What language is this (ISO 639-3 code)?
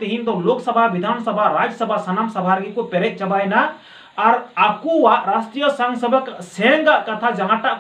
sat